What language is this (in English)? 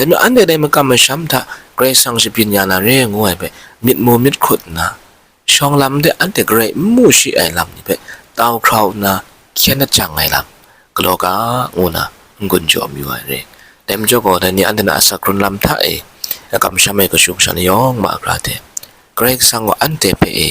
Kachin